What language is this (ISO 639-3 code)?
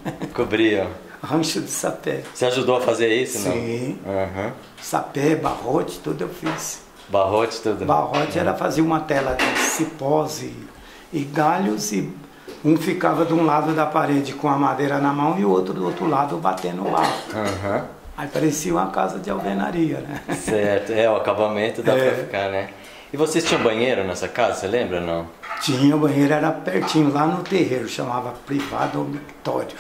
por